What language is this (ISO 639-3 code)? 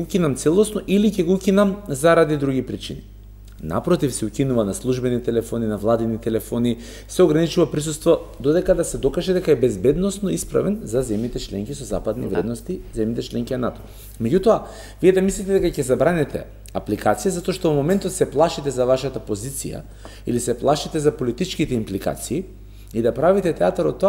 mkd